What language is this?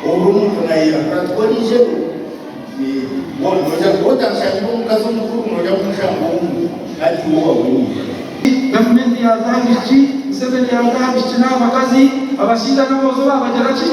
Nyankole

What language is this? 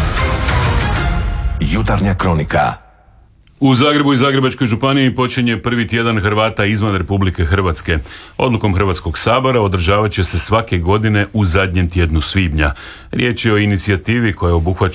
Croatian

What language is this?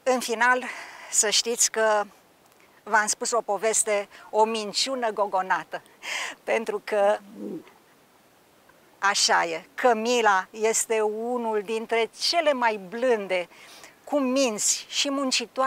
Romanian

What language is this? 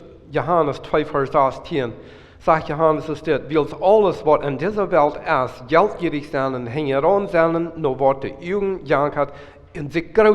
Plautdietsch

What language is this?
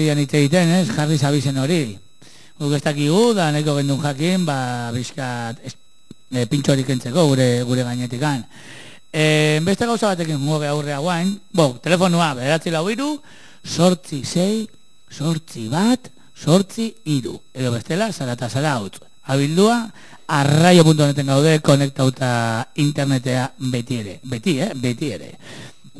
Basque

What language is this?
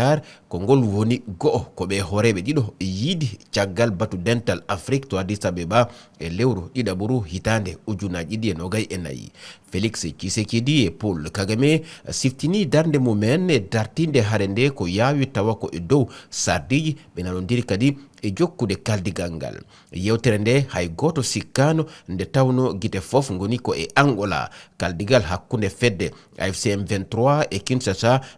Fula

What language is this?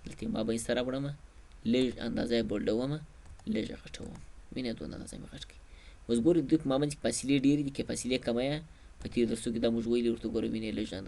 Pashto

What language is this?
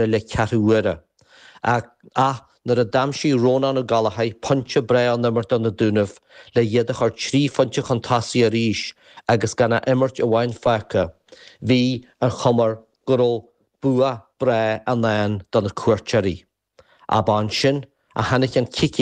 Irish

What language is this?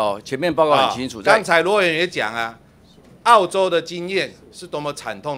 Chinese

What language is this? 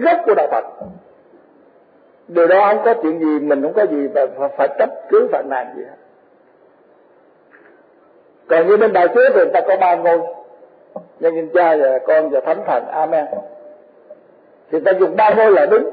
Vietnamese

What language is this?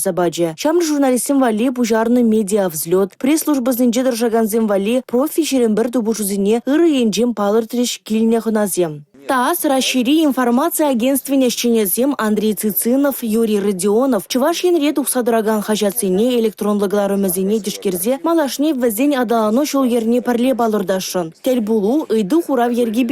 Chuvash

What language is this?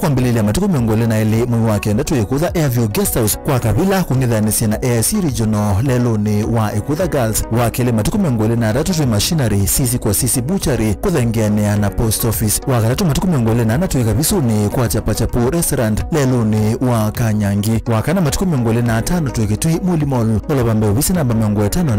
Kamba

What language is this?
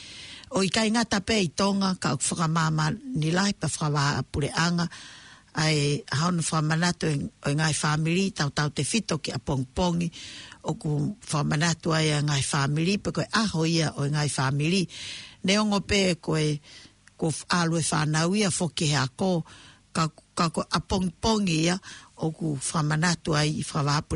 Tongan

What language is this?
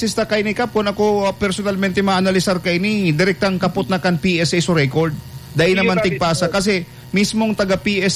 Bikol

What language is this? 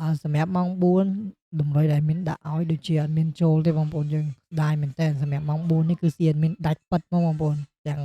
Khmer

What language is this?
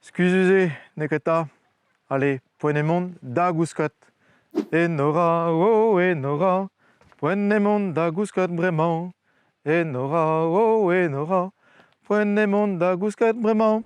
Breton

